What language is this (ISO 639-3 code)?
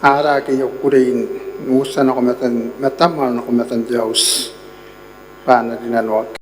gil